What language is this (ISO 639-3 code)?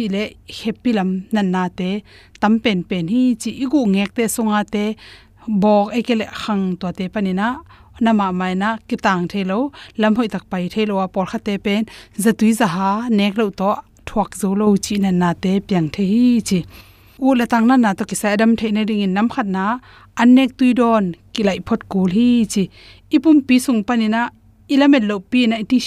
ctd